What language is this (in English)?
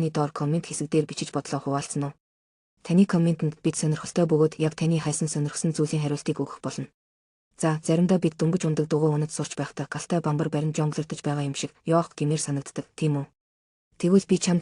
Mongolian